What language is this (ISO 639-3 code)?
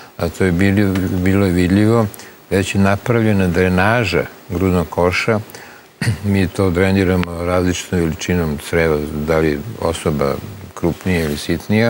srp